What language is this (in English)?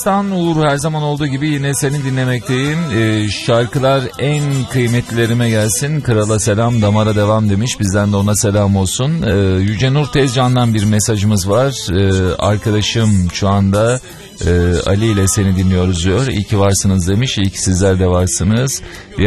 Turkish